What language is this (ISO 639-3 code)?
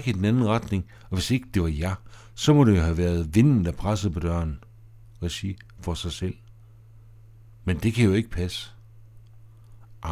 dan